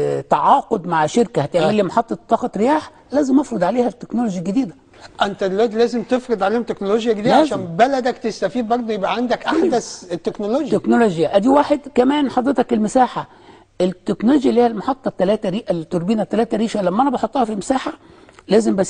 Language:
Egyptian Arabic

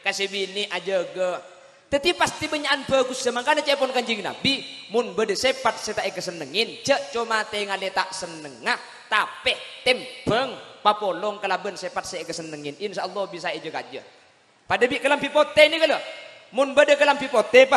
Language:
Madurese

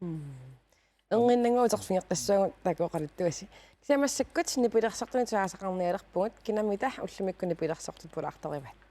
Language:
Kalaallisut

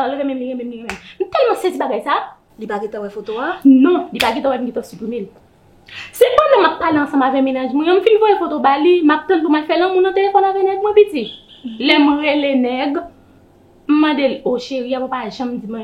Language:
Haitian Creole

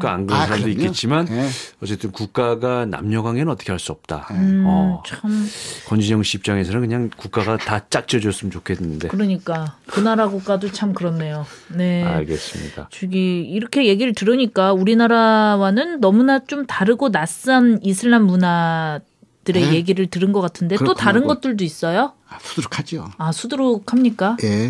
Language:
Korean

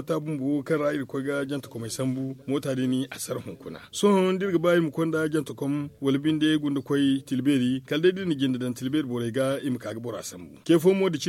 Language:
Zarma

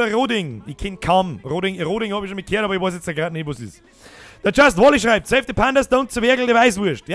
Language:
Bavarian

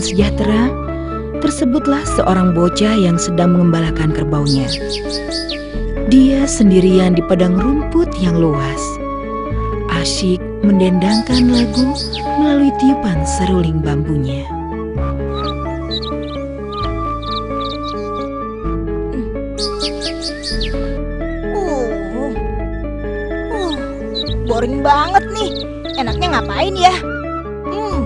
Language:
Indonesian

